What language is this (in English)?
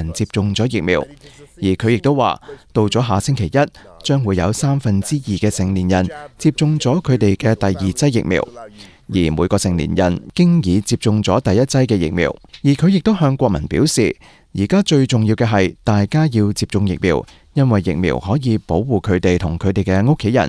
Cantonese